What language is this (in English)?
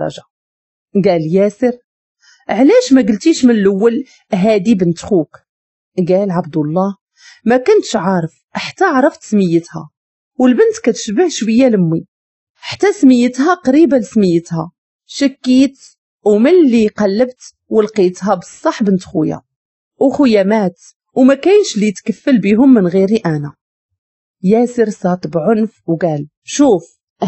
Moroccan Arabic